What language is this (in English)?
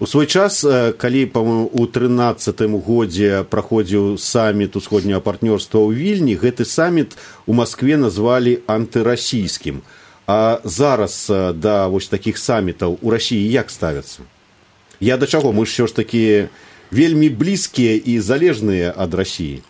Belarusian